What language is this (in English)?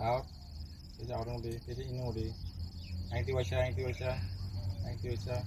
Kok Borok